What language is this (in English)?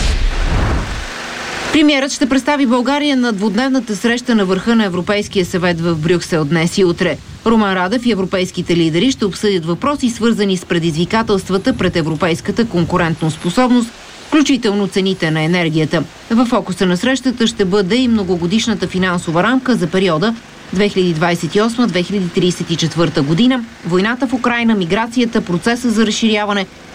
Bulgarian